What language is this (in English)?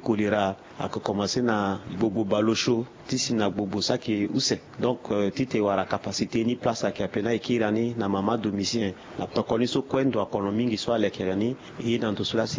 Sango